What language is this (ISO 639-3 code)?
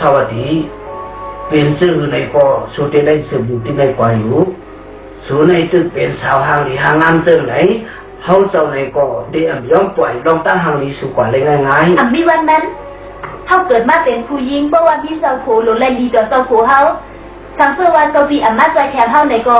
shn